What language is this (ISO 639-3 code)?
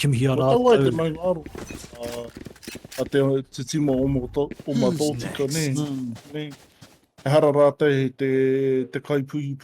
mri